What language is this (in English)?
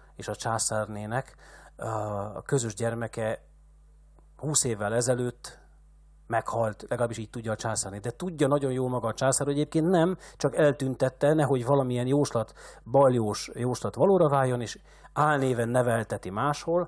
Hungarian